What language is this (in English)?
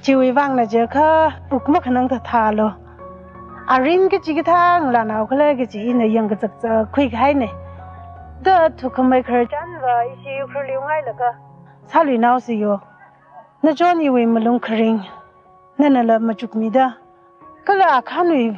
Tangkhul Naga (India)